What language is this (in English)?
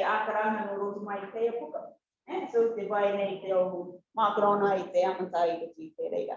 Rarotongan